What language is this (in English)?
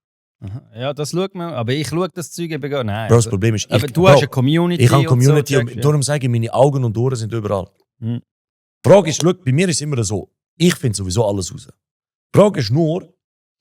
Swiss German